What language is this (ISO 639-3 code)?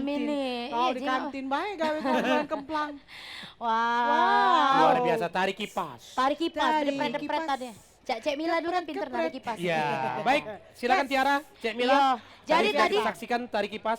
mui